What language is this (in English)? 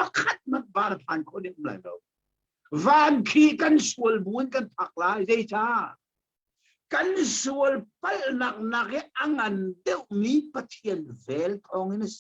Hakha Chin